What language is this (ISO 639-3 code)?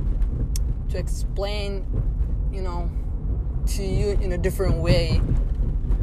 eng